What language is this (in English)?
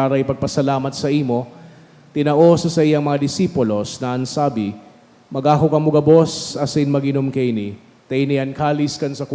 Bikol